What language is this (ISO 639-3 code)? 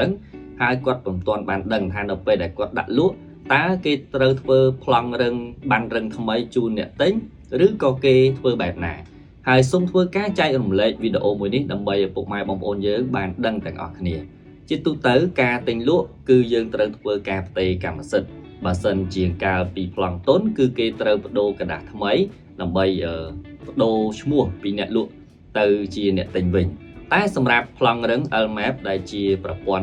khm